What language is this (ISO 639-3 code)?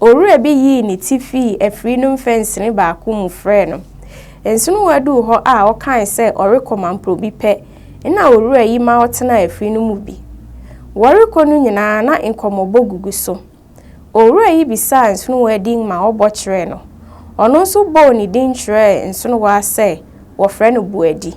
aka